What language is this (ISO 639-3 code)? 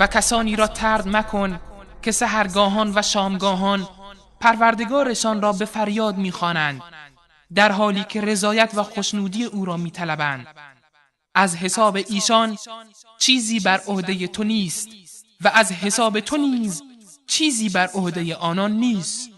fas